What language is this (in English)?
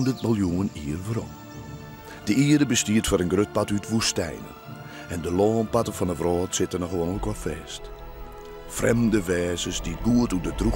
Western Frisian